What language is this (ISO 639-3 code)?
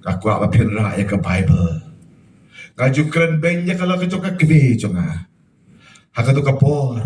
kha